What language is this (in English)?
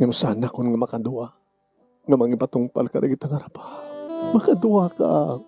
Iloko